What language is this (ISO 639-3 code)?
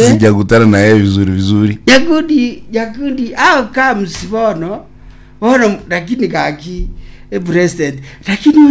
guz